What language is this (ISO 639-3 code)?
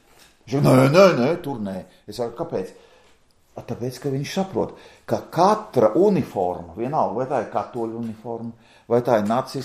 lav